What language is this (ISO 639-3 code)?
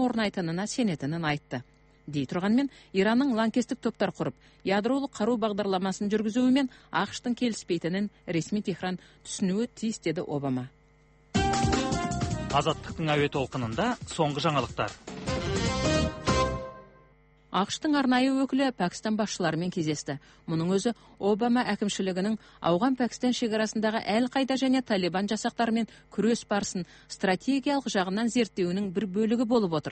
kaz